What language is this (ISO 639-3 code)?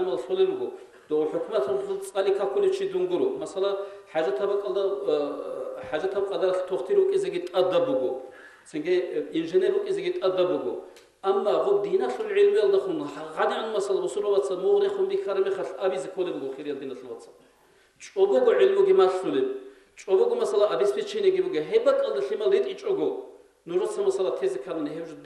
ava